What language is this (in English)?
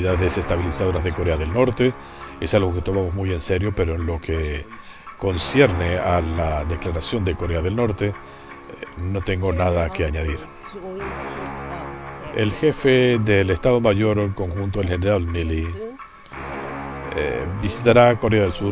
Spanish